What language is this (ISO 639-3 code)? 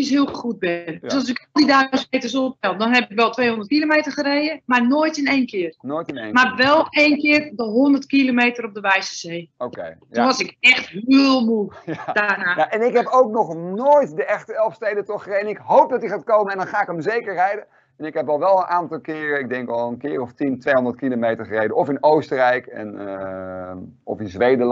nld